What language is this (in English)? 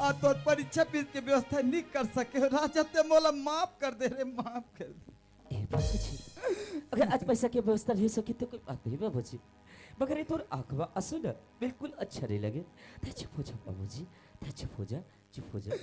Chhattisgarhi